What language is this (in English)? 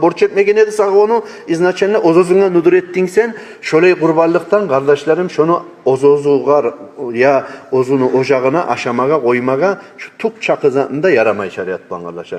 Kumyk